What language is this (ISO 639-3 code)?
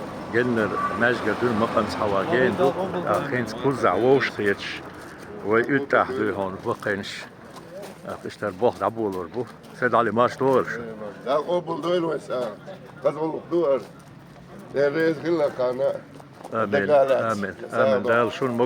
che